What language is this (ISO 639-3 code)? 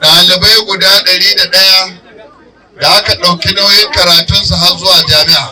hau